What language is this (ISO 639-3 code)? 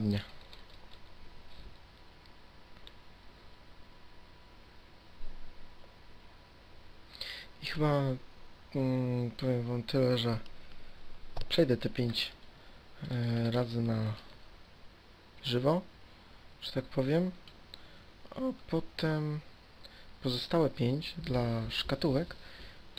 pol